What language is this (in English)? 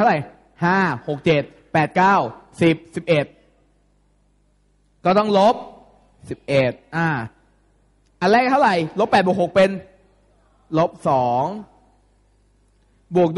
Thai